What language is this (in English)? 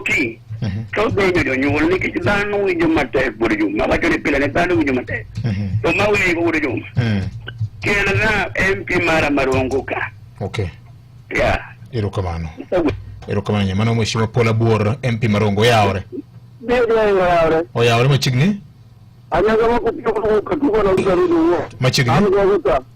Luo (Kenya and Tanzania)